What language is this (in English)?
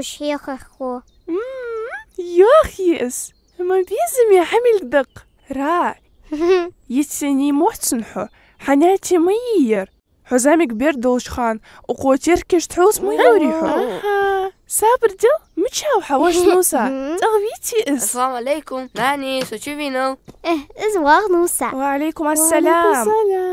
Ingush